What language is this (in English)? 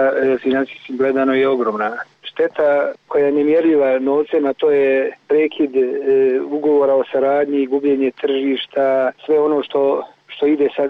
Serbian